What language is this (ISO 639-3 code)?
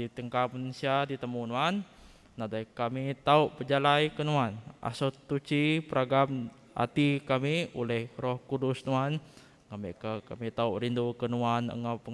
iba